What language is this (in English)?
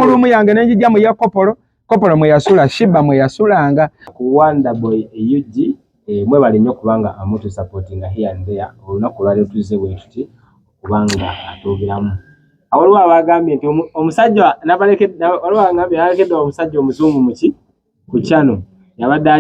Ganda